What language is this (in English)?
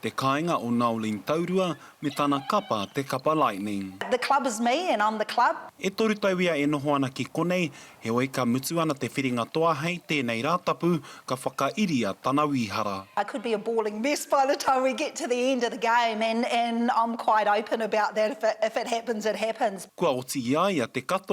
Māori